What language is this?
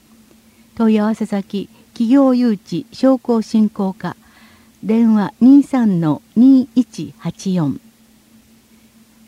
Japanese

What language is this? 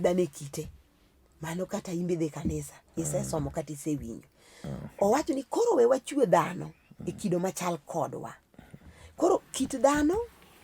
Luo (Kenya and Tanzania)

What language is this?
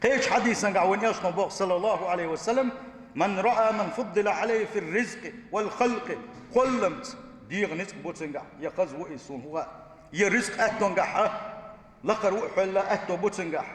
Chechen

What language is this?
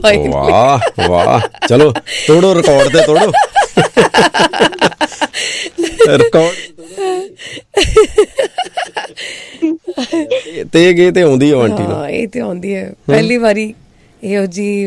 Punjabi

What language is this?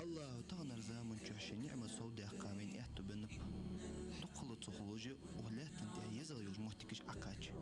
Ingush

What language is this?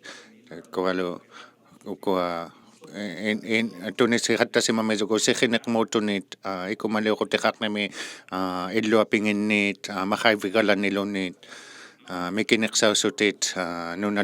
Inuktitut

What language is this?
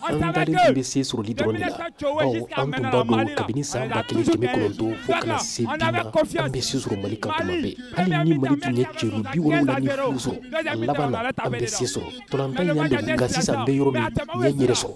Bambara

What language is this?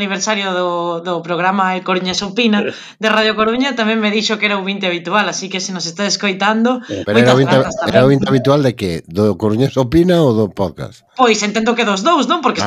Galician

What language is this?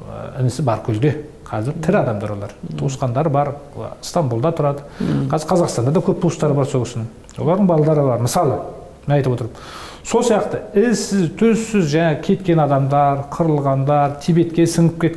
Kazakh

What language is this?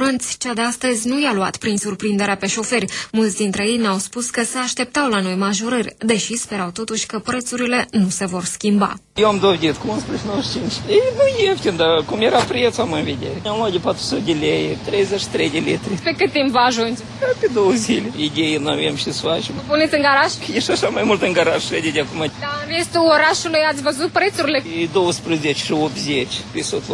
Romanian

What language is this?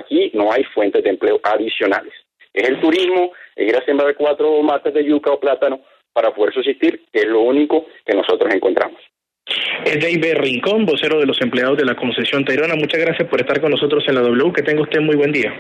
Spanish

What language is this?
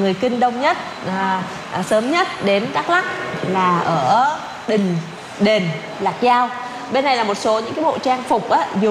Vietnamese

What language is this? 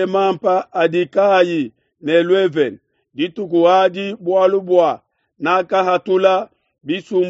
Luba-Lulua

